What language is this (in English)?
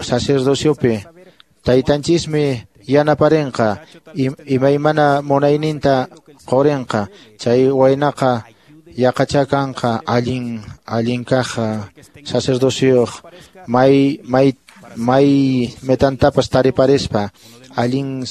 Quechua